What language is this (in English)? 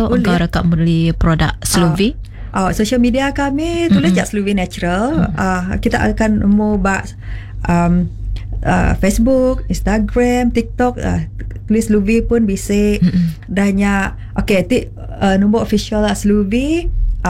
Malay